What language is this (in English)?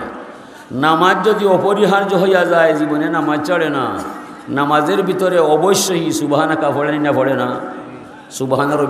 Sylheti